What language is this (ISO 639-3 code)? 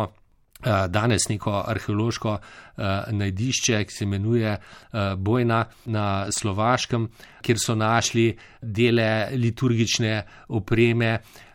slv